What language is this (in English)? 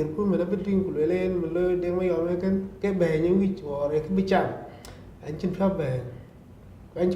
Dinka